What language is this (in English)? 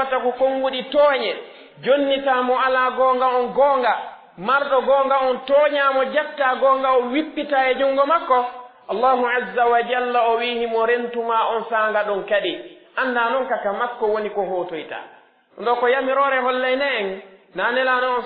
Pular